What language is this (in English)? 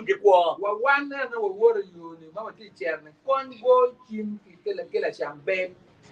Acoli